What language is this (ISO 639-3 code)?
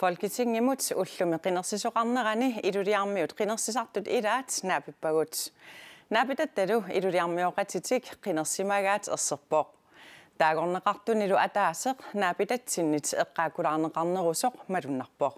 kal